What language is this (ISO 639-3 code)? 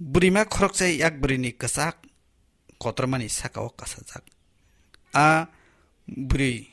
trp